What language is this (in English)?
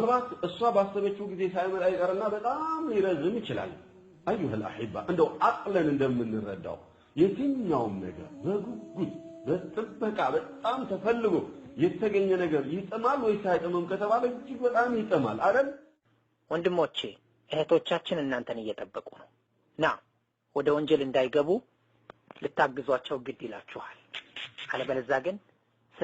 Amharic